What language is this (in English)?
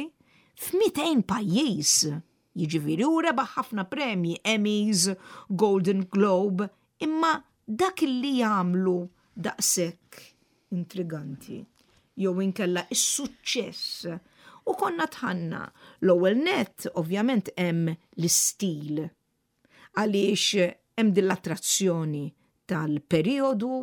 Maltese